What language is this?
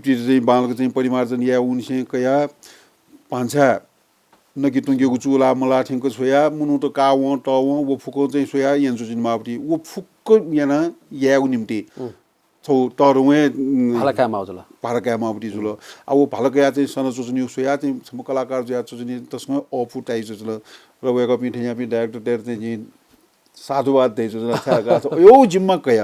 Newari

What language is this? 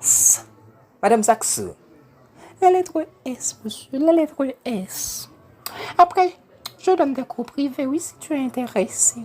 Haitian Creole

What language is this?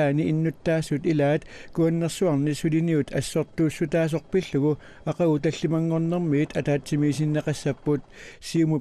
Kalaallisut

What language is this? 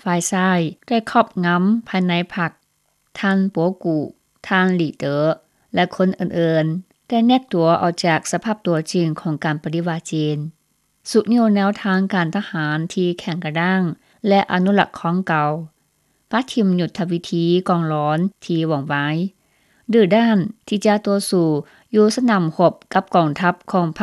Lao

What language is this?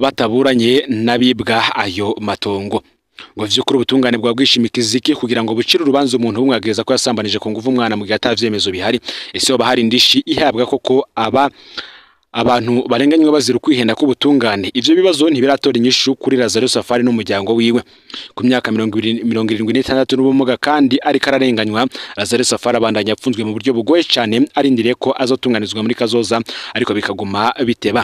Rundi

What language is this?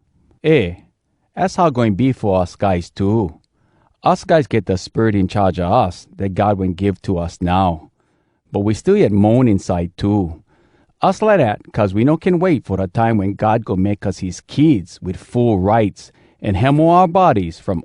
Hawai'i Creole English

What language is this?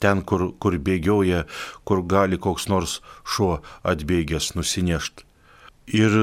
Lithuanian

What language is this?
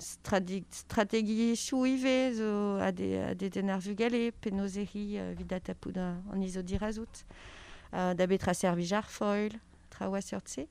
Breton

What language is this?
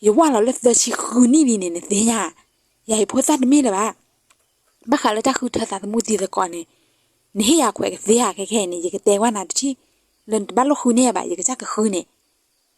S'gaw Karen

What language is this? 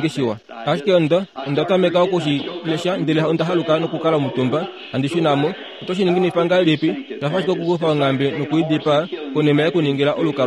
Kuanyama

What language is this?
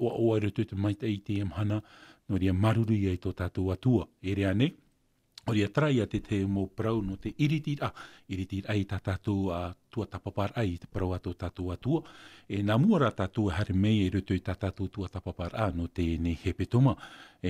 Tahitian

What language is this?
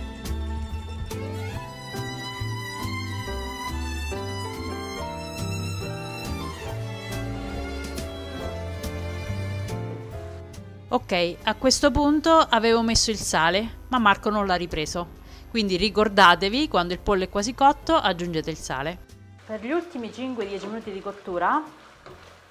Italian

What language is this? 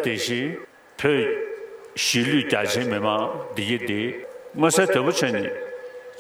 Tibetan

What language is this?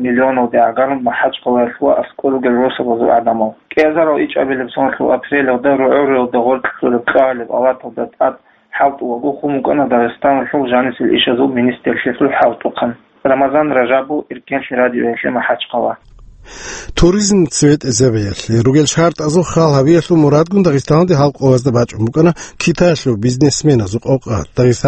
Avaric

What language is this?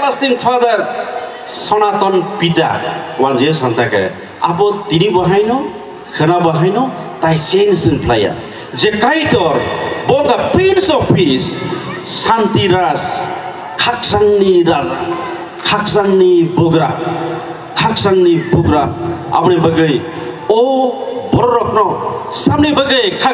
Kok Borok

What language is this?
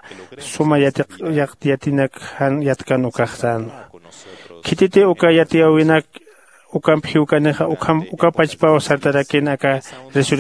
Aymara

